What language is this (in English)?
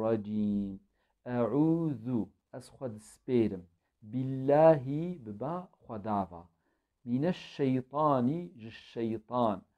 Kurdish